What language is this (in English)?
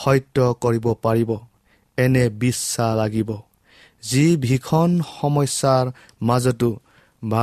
Assamese